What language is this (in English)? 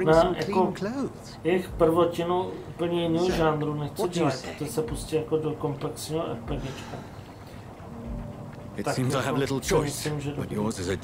Czech